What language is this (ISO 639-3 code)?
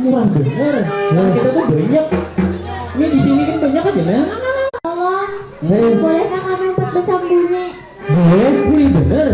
bjn